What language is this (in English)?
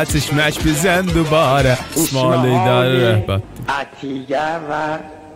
South Azerbaijani